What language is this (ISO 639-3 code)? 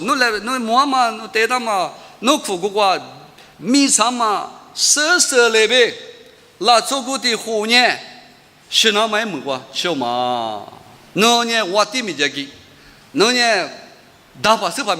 lis